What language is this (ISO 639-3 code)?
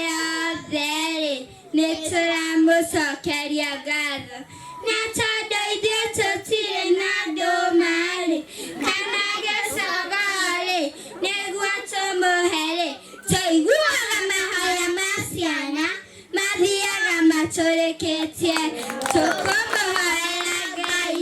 kik